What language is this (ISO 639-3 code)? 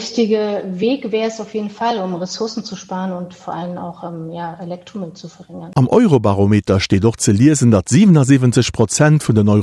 ltz